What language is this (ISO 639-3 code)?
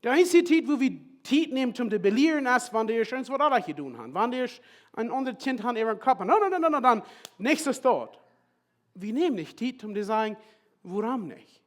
pdt